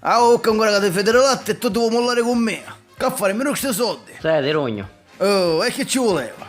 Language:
Sicilian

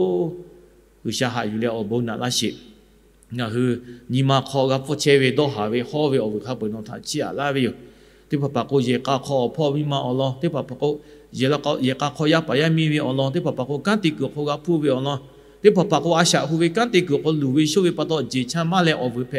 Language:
Lahu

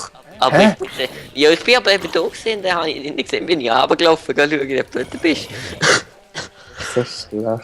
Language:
Swiss German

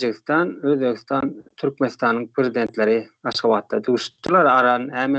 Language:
Turkmen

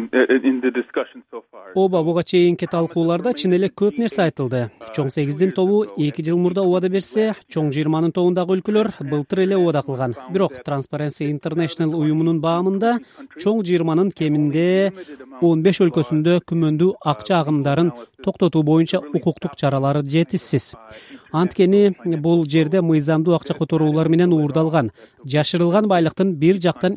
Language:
Kyrgyz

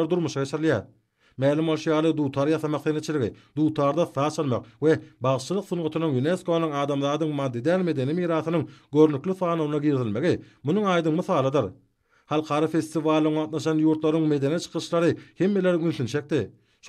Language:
Turkmen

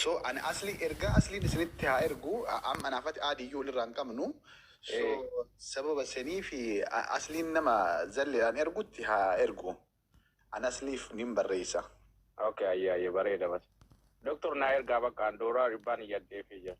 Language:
Oromo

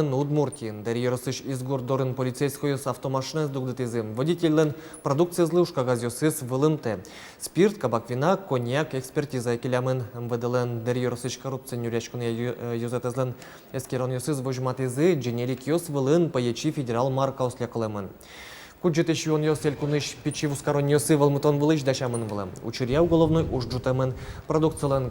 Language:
Udmurt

